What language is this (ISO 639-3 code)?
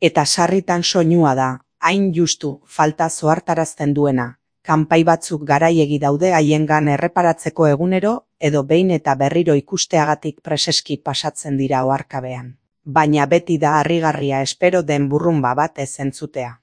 eus